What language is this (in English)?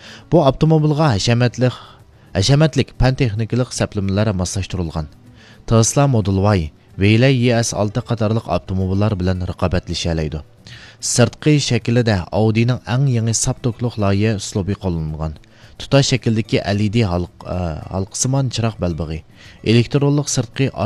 Uyghur